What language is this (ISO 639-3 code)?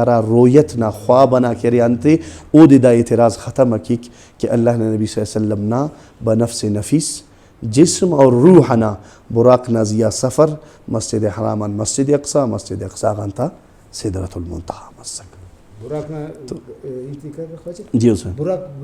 brh